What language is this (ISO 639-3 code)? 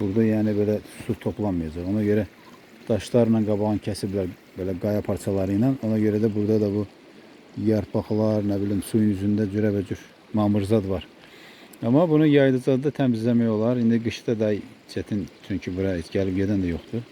aze